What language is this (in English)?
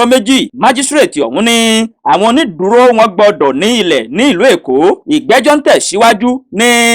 Yoruba